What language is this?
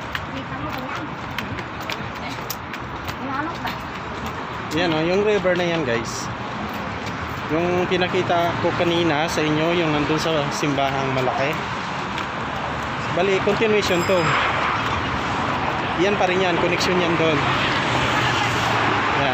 Filipino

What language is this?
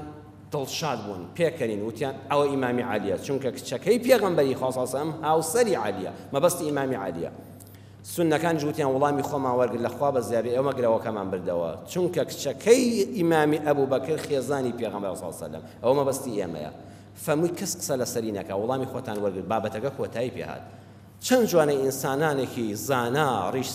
Central Kurdish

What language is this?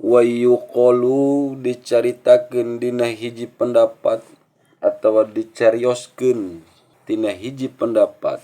Sundanese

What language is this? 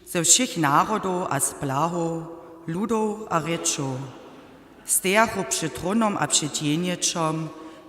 Upper Sorbian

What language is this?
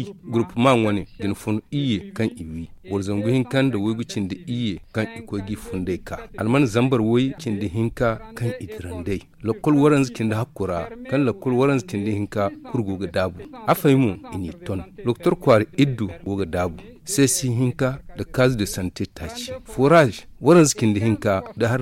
Zarma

